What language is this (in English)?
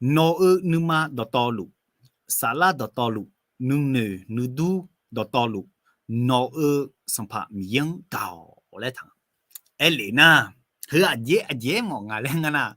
Akha